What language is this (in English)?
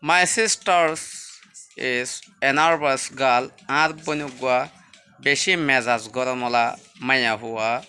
Rohingya